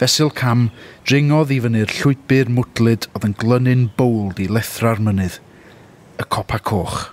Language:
Welsh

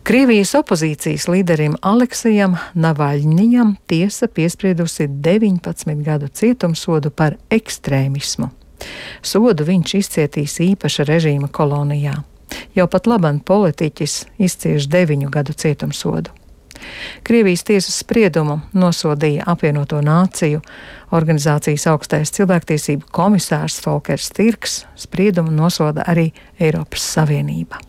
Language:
Latvian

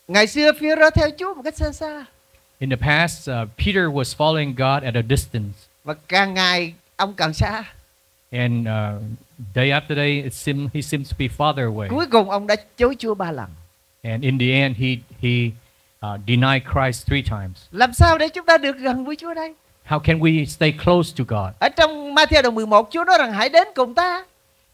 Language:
Vietnamese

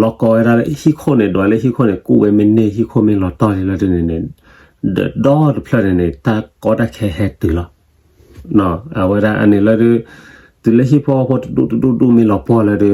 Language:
S'gaw Karen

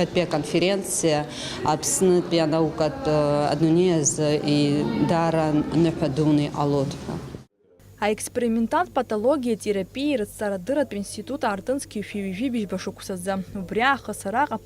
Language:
Abkhazian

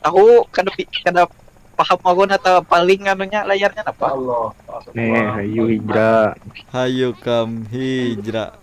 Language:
Banjar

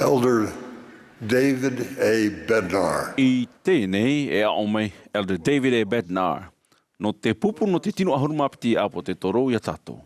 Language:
Tahitian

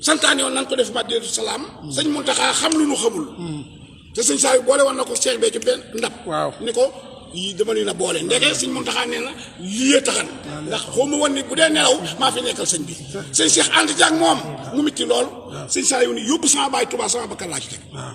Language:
Wolof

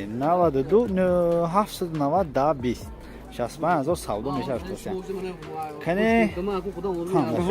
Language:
Tajik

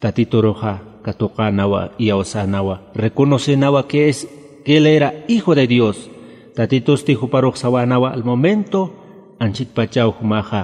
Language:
Aymara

